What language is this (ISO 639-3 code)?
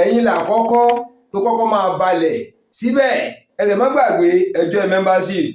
yor